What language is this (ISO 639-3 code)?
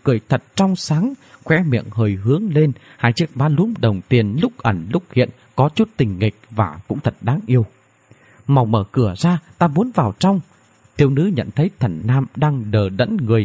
vie